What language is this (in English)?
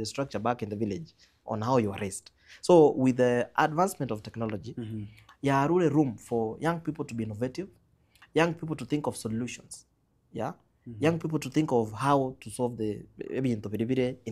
Gusii